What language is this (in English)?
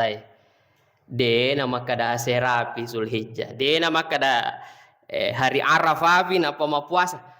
Buginese